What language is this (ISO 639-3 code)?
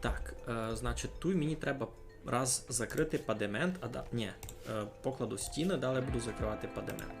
rue